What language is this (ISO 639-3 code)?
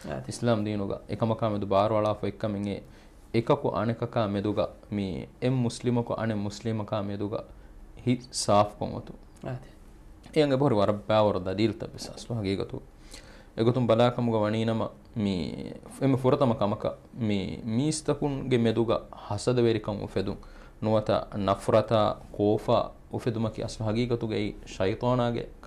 div